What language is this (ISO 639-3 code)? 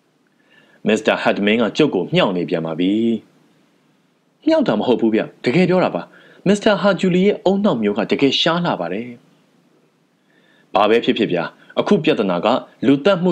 mya